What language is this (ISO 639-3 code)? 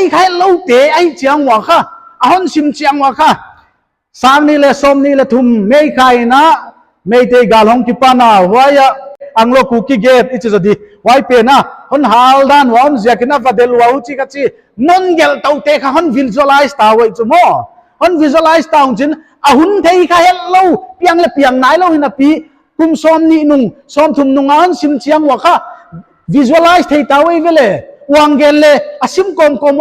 pck